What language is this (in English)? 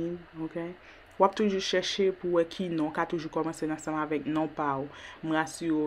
Haitian Creole